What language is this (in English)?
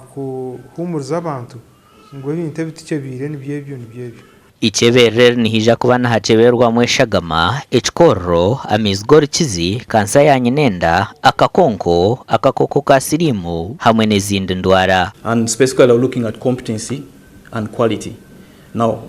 Nyankole